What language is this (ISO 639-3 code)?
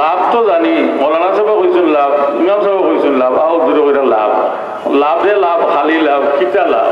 syl